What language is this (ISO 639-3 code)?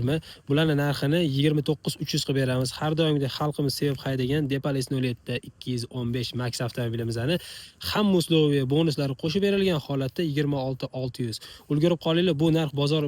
uzb